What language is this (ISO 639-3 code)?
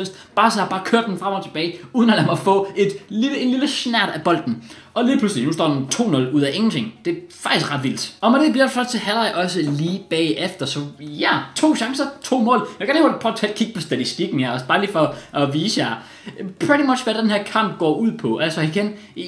dan